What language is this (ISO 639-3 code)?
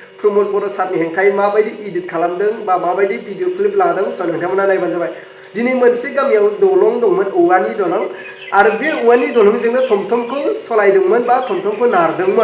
brx